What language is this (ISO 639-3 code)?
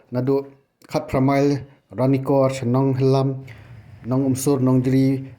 kha